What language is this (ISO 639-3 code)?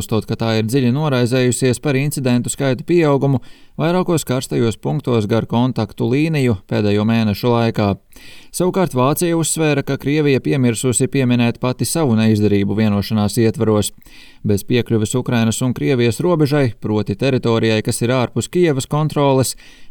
lav